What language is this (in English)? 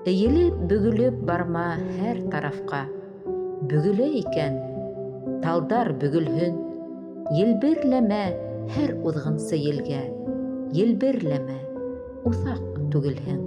Bashkir